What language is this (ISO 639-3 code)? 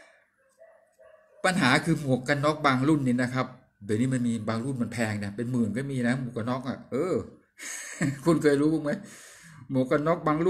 tha